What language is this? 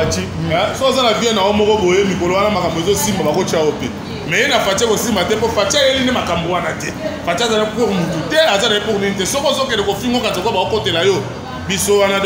Lingala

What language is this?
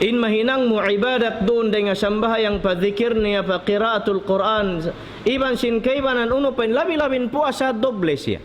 Tausug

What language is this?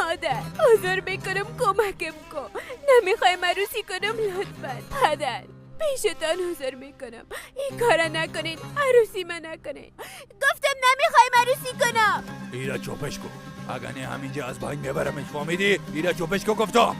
Persian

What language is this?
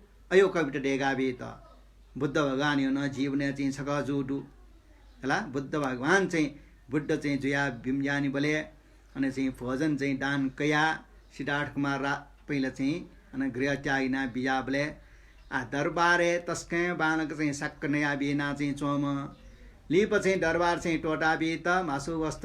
Newari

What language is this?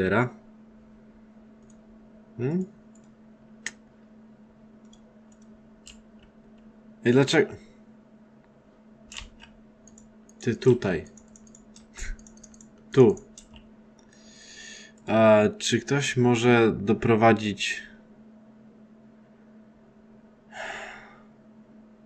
Polish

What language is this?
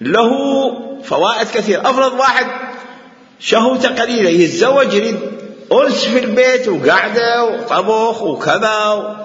Mesopotamian Arabic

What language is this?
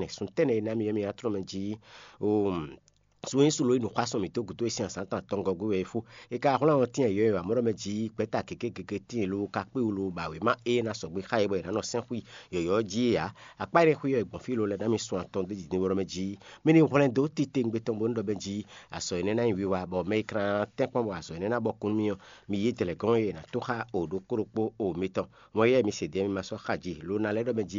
Fon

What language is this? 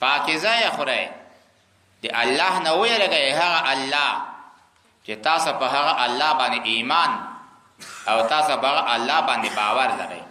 Pashto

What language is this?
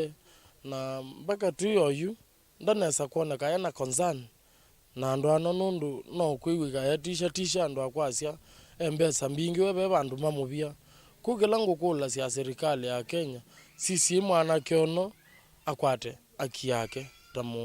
Kamba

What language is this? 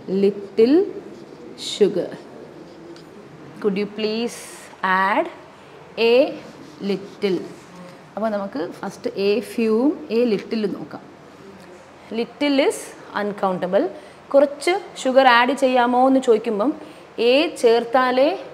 Malayalam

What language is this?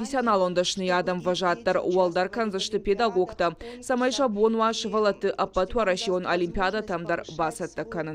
Ossetic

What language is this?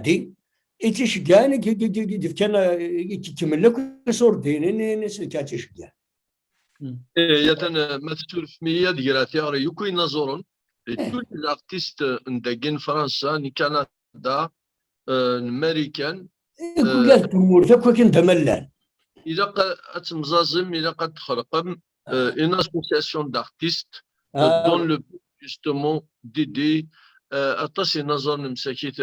Kabyle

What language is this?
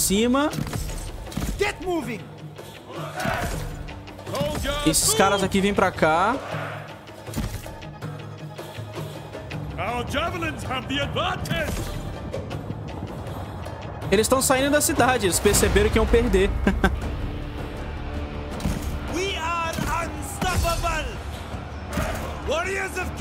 Portuguese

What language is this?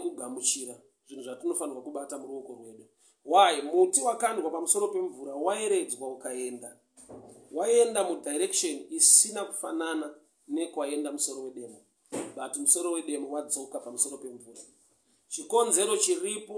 Shona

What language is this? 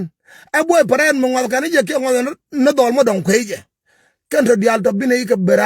Nuer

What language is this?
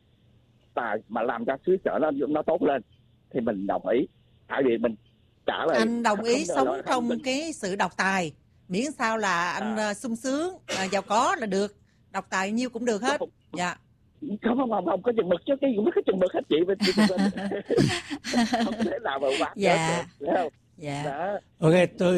Vietnamese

